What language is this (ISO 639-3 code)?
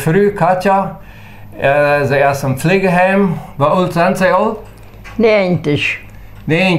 pdt